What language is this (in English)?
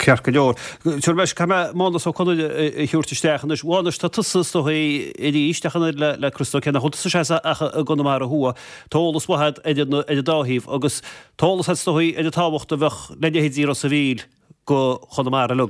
Irish